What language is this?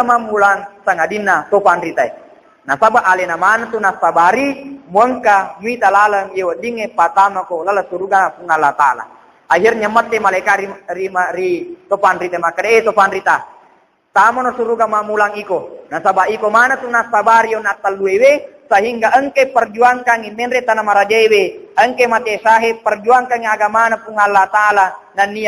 Buginese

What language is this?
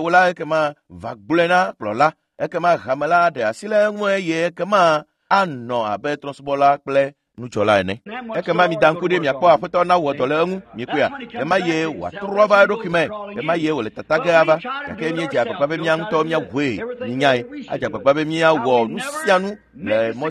Ewe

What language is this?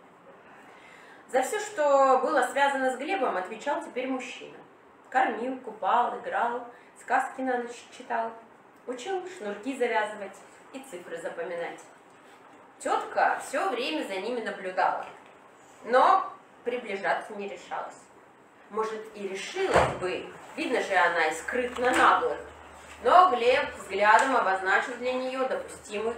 Russian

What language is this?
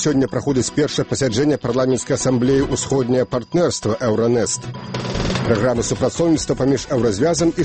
Belarusian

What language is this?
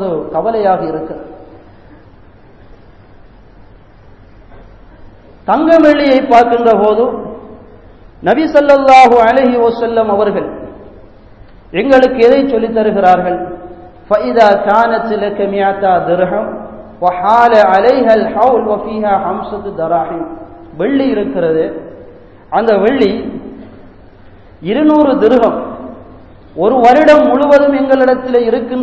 Tamil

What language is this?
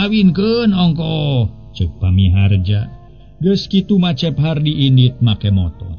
Sundanese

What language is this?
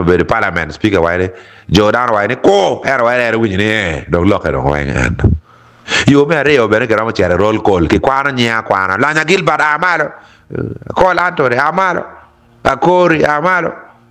Acoli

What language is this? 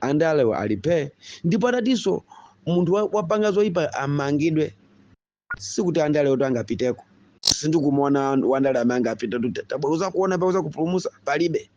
Nyanja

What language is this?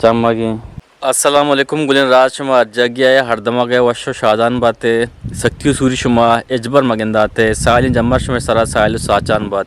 Eastern Balochi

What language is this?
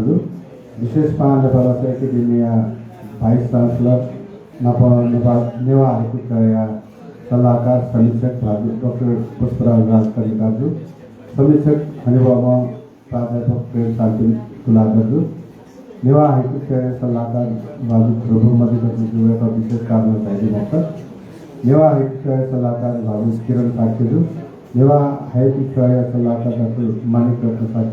Newari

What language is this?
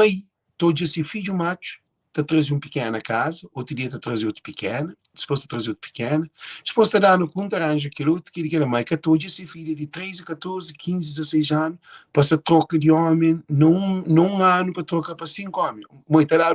Kabuverdianu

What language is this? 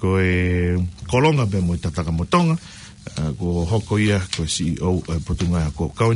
Tongan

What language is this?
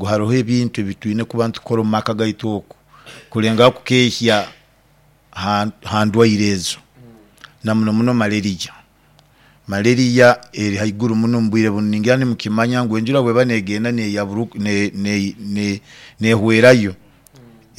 Nyoro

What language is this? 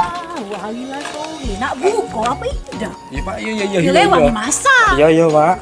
Musi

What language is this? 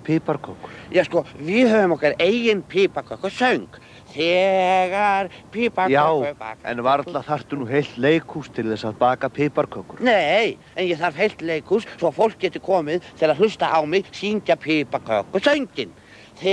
Icelandic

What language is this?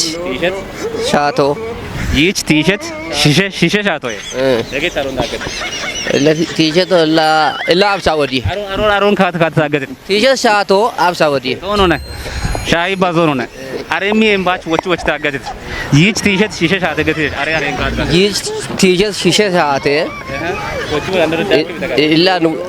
Kafa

